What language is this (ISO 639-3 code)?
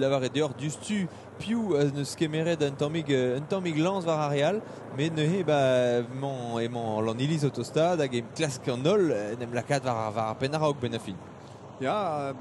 bre